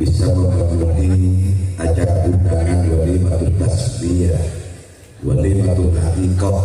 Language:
Madurese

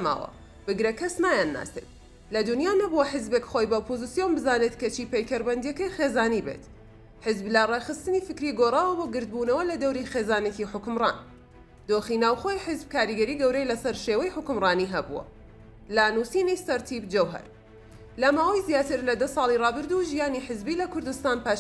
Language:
Central Kurdish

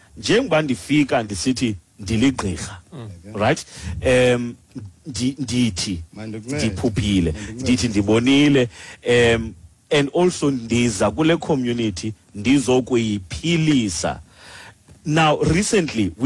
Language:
Xhosa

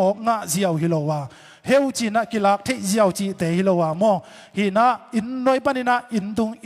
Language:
Tedim Chin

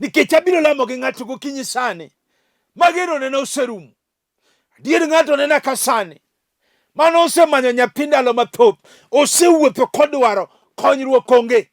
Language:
Luo (Kenya and Tanzania)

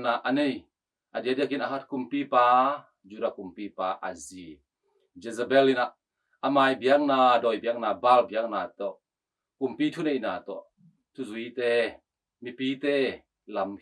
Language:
Tedim Chin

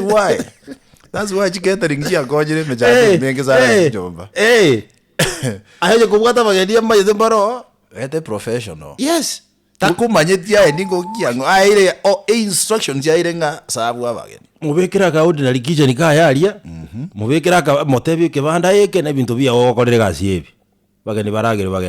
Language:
Gusii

